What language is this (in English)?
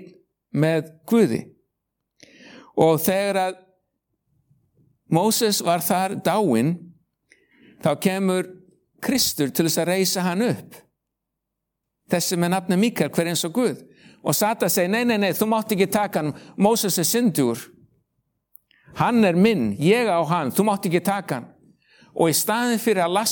Icelandic